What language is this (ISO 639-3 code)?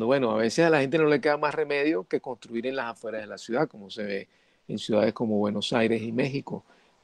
spa